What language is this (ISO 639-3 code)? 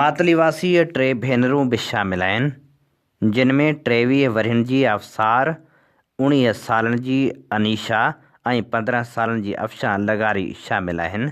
snd